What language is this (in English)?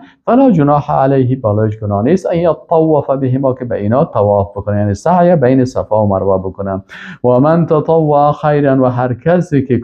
Persian